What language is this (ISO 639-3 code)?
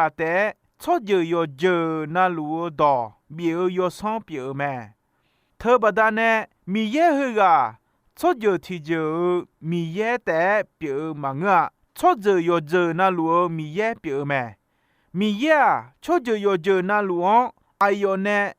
ahk